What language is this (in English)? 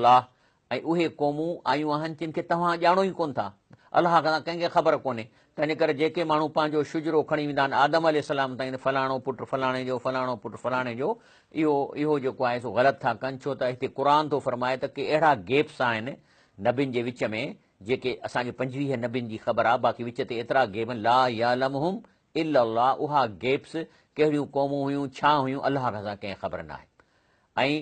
Sindhi